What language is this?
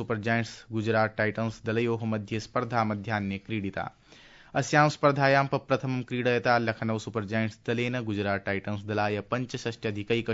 Sanskrit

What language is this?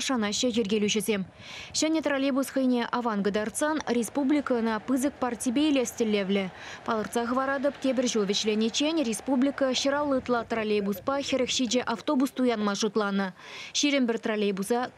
Chuvash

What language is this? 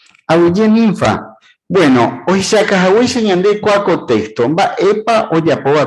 Guarani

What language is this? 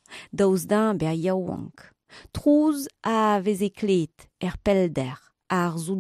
Breton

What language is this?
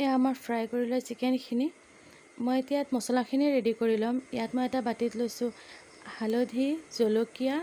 Assamese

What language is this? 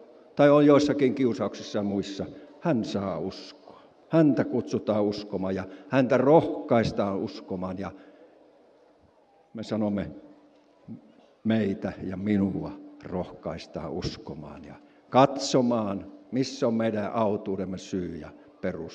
Finnish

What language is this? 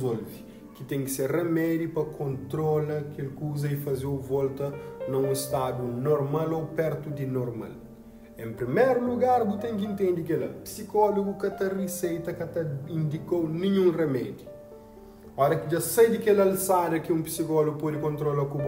Kabuverdianu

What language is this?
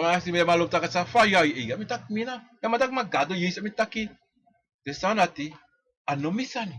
Sranan Tongo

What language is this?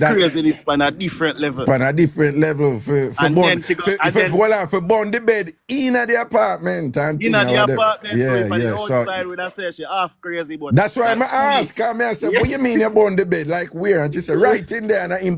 Jamaican Creole English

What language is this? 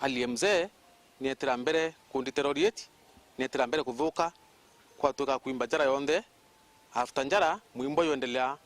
Meru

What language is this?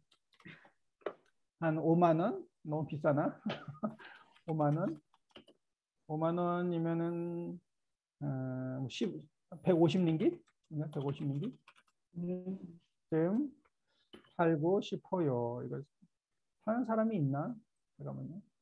Korean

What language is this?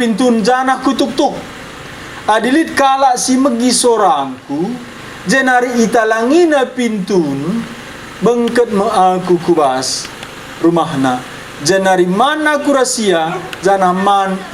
Batak Karo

